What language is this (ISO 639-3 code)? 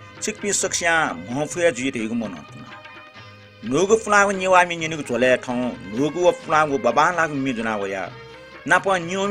new